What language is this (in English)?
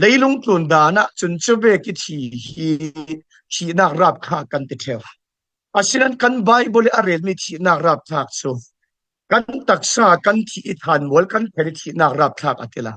Falam Chin